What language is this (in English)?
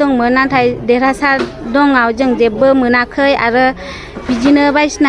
Bodo